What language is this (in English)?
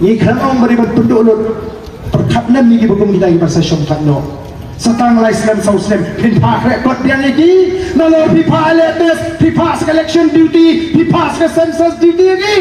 Khasi